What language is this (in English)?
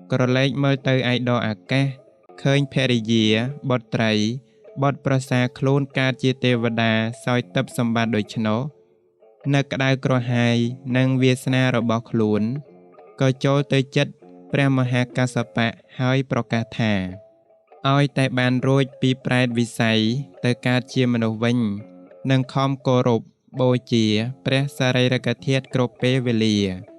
Khmer